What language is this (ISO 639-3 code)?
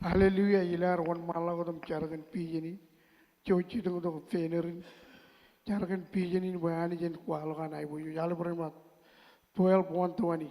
mah